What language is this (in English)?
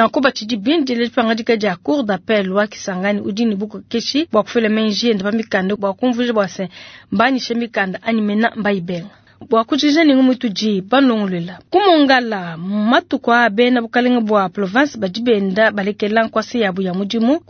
Luba-Lulua